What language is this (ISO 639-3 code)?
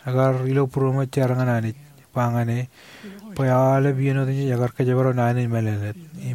mah